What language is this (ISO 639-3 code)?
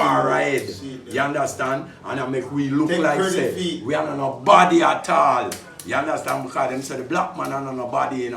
jam